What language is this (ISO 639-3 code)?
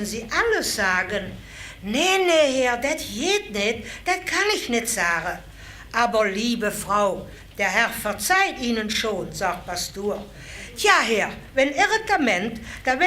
lim